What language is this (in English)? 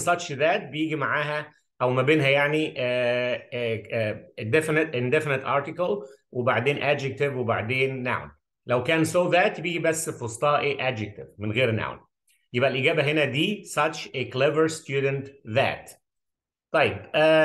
Egyptian Arabic